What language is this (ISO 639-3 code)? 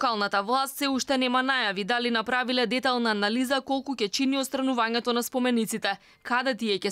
mkd